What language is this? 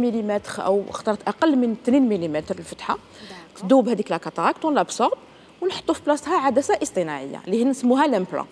Algerian Arabic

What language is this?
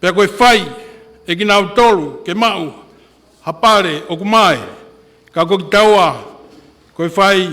Tongan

